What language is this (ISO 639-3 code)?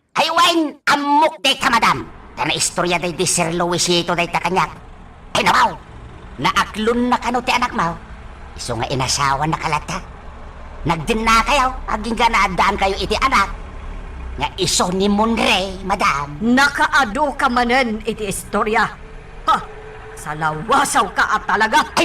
ilo